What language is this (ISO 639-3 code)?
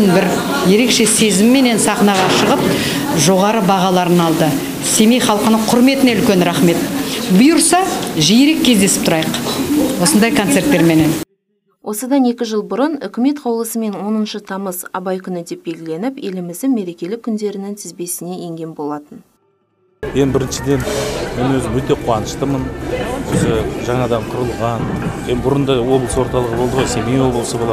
kaz